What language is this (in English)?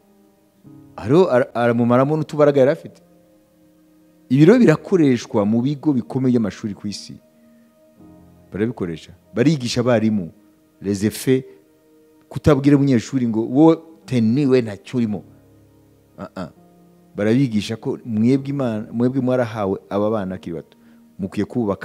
Kinyarwanda